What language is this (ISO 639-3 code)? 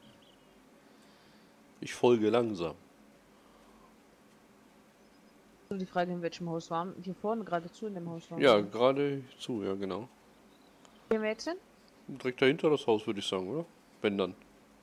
deu